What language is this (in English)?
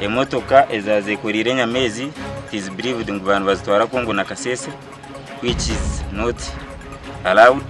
Nyankole